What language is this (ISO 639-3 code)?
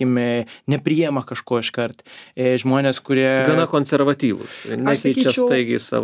lit